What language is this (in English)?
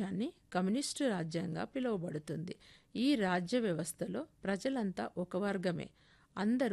Telugu